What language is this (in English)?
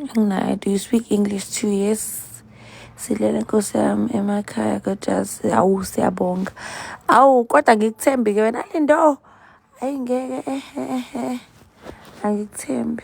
Zulu